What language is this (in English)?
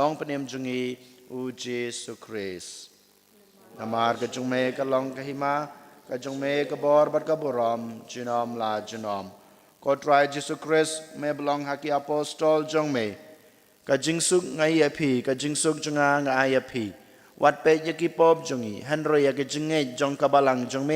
Khasi